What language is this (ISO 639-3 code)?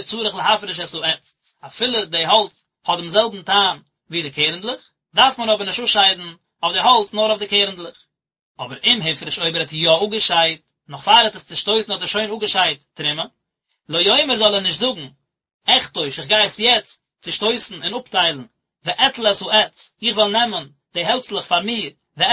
yid